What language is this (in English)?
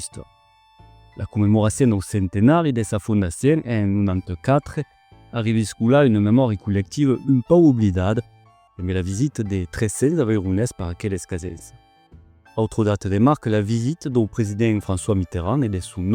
Occitan